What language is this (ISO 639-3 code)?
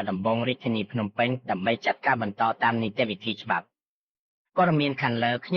khm